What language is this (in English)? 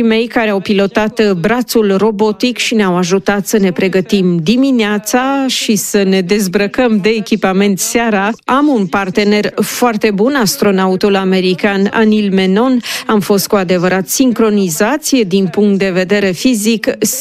Romanian